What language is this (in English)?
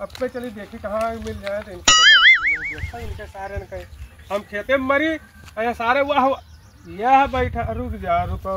Awadhi